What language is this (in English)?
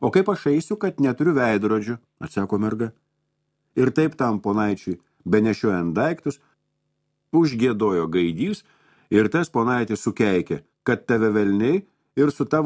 Lithuanian